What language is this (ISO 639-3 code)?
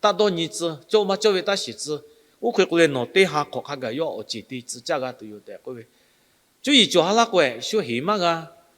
lhu